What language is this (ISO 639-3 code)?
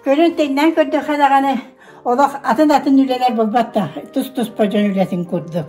sah